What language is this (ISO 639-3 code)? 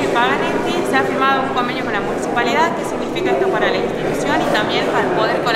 spa